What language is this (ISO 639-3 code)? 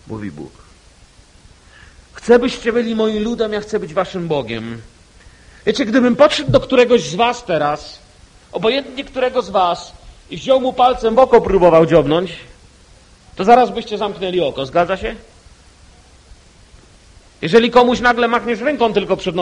pol